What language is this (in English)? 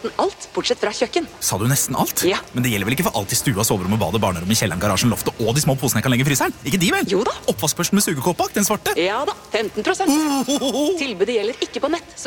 Norwegian